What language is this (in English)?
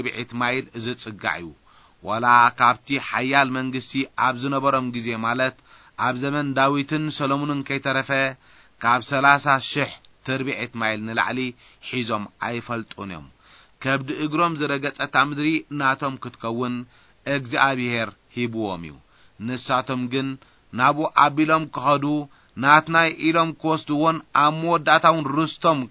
Tigrinya